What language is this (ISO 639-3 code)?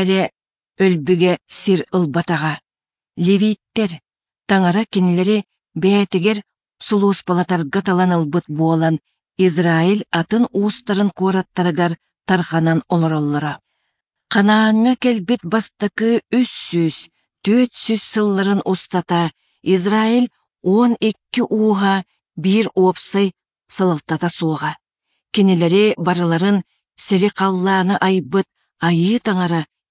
sah